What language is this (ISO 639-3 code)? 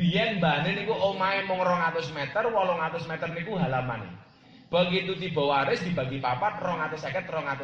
jav